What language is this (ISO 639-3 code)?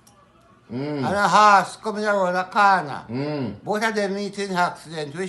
jam